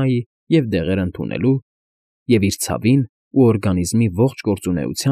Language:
Armenian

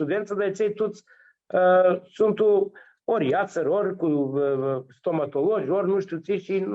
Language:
Aromanian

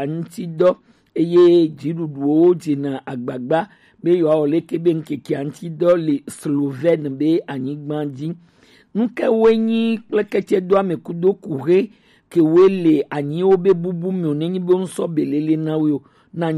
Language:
Gen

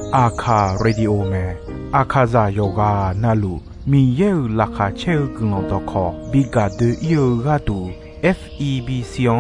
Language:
Akha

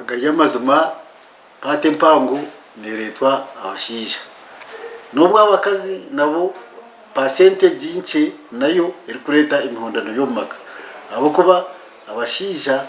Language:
Nyankole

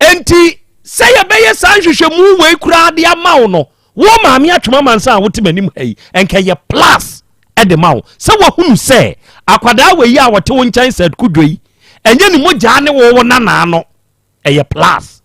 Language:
Akan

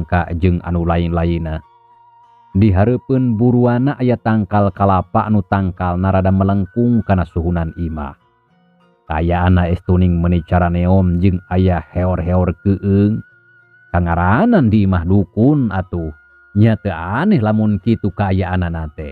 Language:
Sundanese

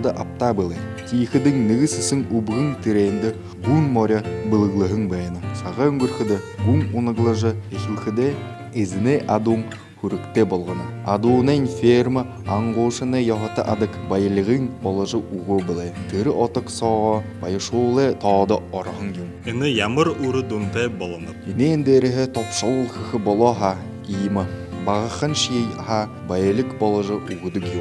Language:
Buriat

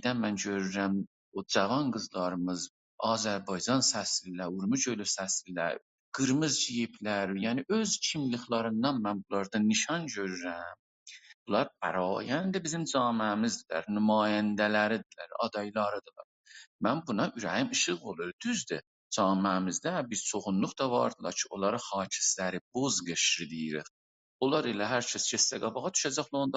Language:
South Azerbaijani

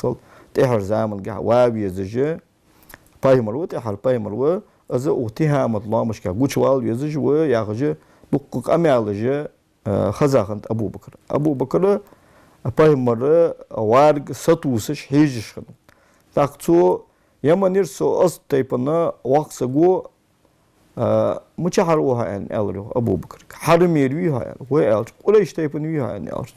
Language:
Ingush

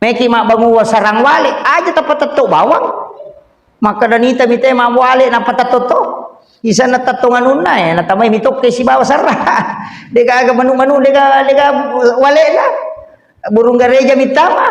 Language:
Buginese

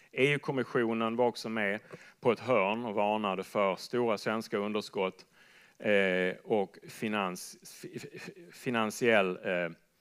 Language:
Swedish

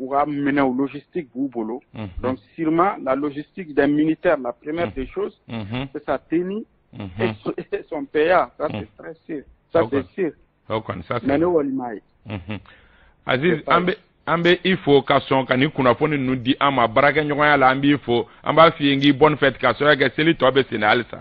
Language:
Bambara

